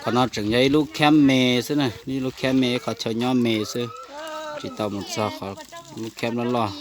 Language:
Hmong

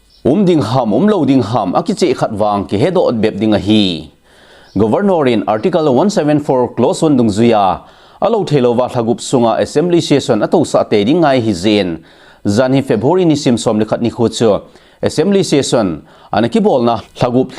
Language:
Thado Chin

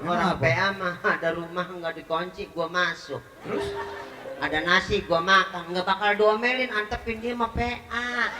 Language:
Betawi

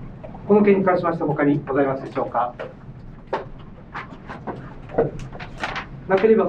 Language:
Japanese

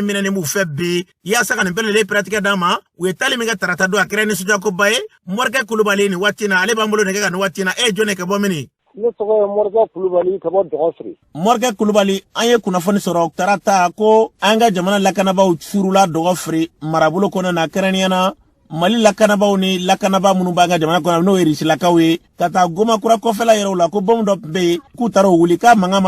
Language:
Bambara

